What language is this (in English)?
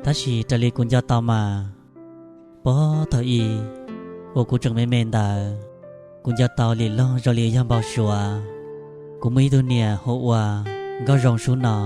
Hmong